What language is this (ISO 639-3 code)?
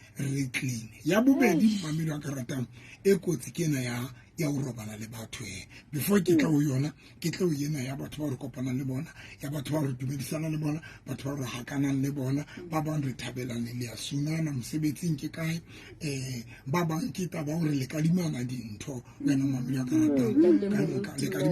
sot